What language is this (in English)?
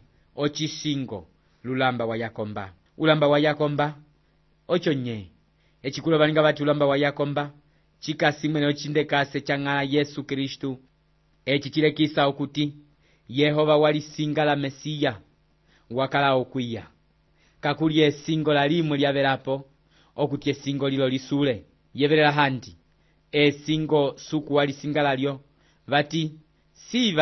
Umbundu